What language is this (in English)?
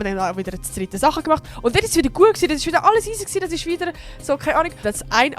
Swiss German